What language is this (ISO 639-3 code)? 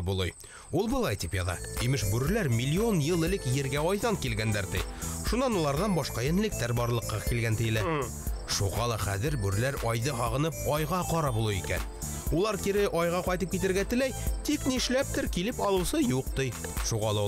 bak